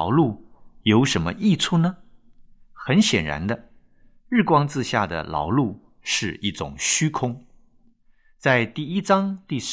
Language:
Chinese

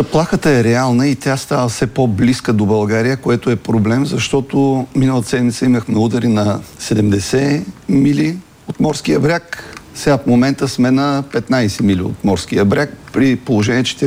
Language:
Bulgarian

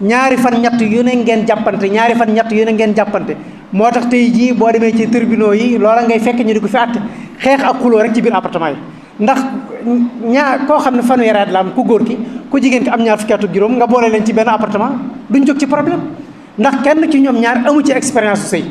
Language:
Wolof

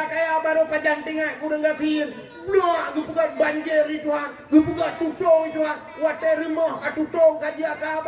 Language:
Achinese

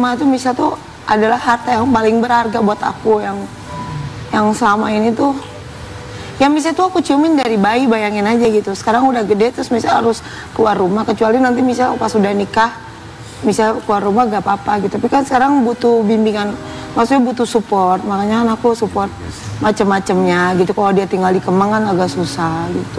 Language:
Indonesian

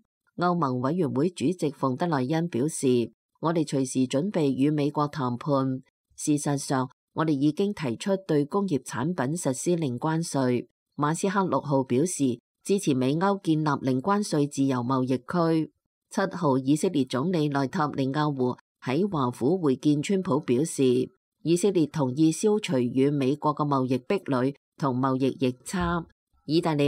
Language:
Cantonese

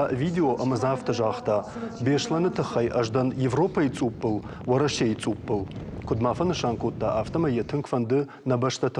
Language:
Ossetic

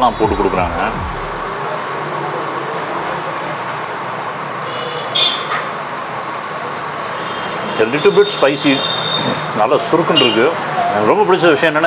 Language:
Tamil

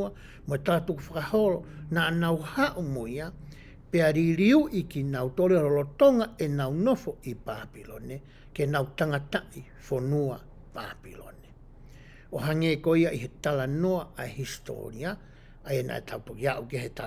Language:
Tongan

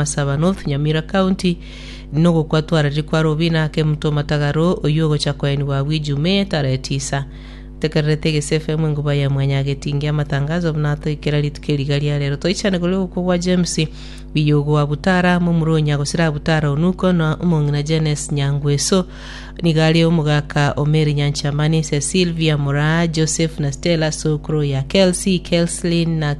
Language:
Gusii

